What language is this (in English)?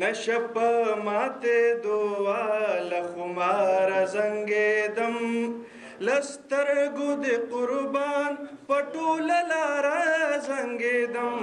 Pashto